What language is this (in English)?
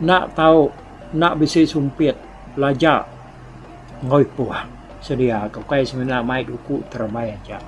Iban